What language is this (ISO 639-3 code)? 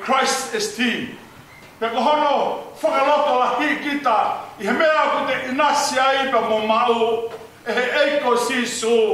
ton